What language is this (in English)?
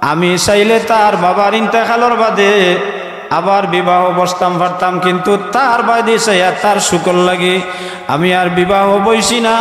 Sylheti